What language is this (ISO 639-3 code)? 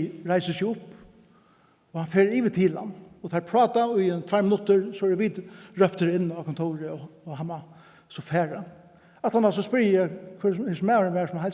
fao